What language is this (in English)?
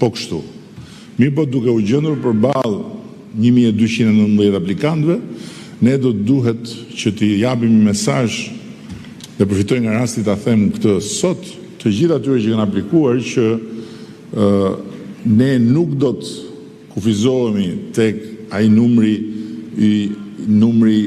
Albanian